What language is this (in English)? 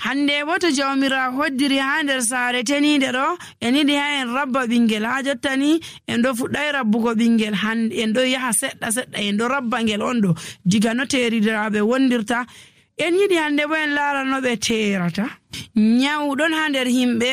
Nigerian Fulfulde